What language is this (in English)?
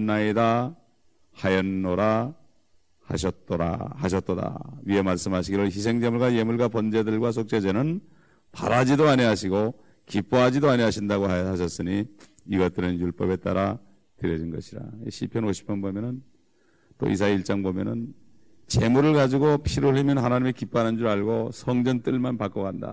Korean